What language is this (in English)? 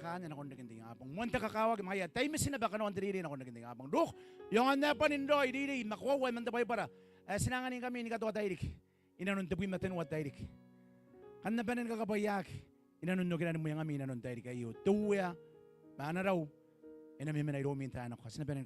Gilbertese